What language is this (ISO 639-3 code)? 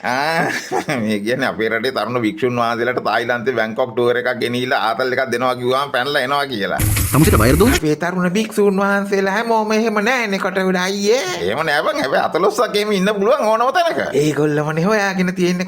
sin